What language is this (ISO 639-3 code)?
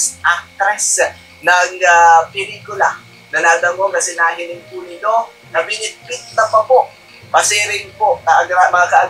bik